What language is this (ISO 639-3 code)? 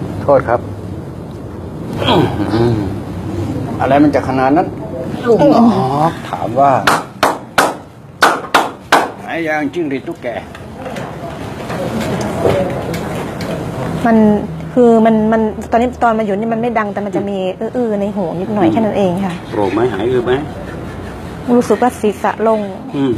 tha